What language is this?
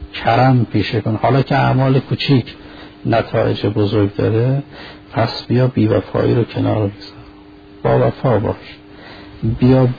Persian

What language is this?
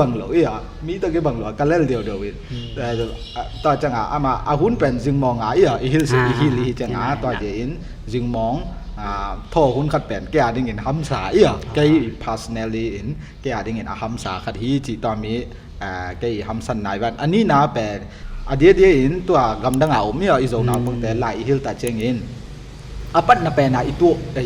Tedim Chin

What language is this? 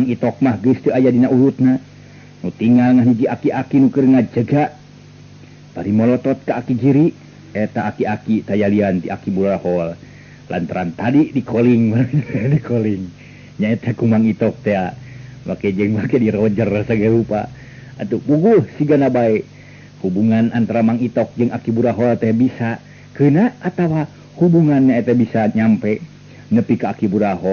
Sundanese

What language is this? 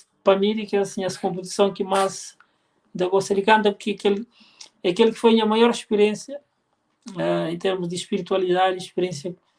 Kabuverdianu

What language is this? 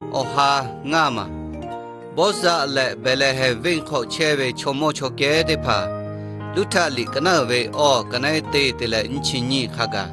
Lahu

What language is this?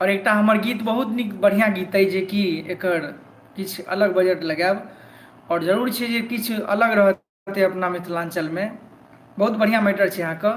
Maithili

